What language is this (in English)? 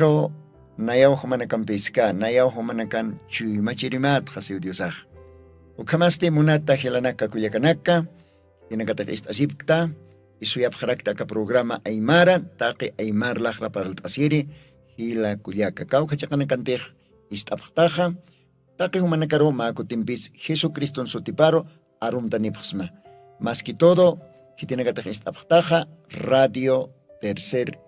Aymara